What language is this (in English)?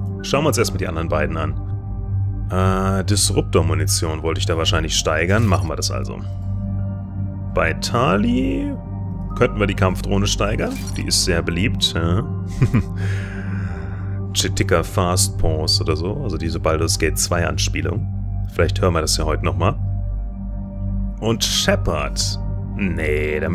German